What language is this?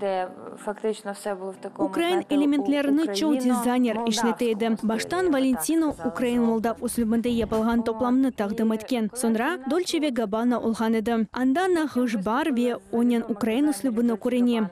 Crimean Tatar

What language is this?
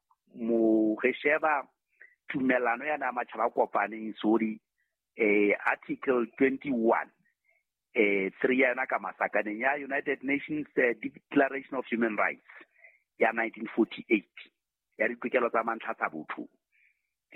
Southern Sotho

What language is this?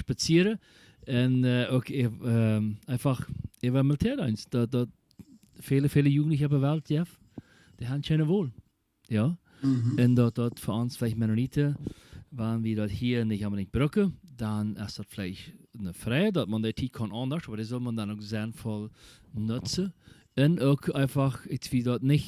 Plautdietsch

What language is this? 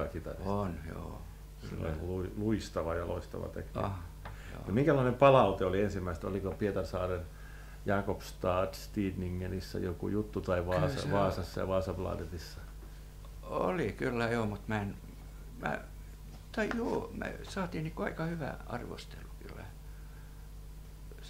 Finnish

